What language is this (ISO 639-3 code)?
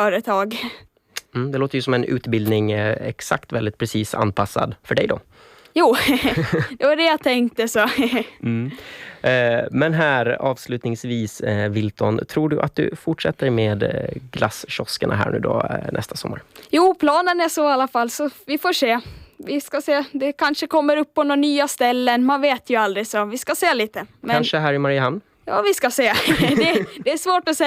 swe